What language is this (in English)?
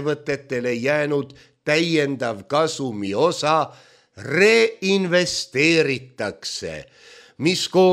Estonian